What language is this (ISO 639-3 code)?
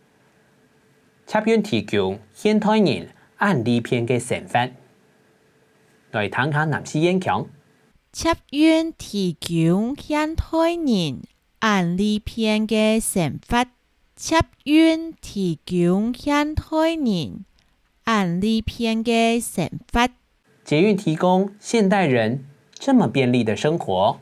hak